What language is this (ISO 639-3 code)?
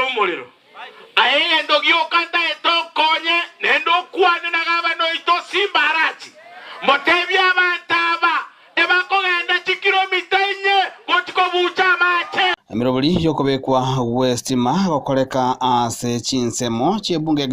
guz